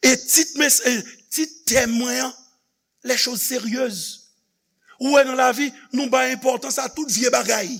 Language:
Haitian Creole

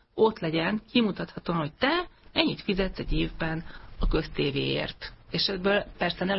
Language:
Hungarian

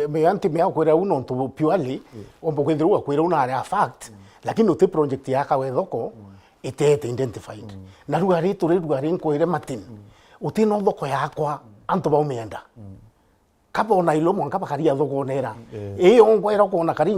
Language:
Meru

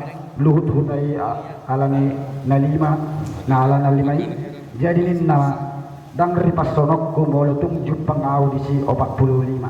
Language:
Batak Toba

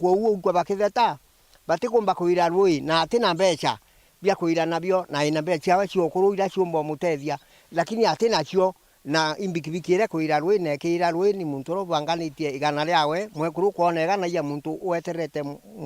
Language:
Meru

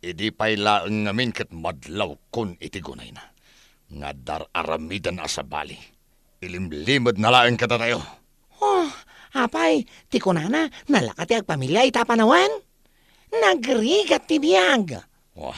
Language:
Iloko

